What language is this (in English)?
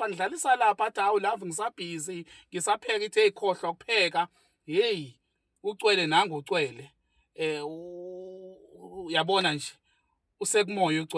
Zulu